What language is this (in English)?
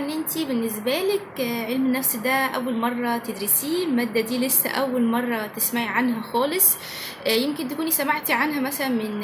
Egyptian Arabic